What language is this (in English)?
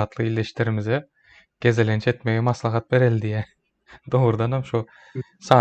Turkmen